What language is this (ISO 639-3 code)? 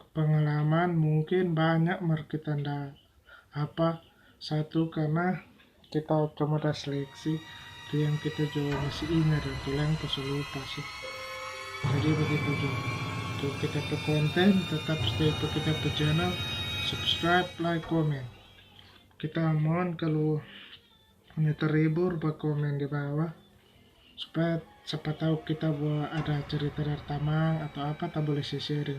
xmm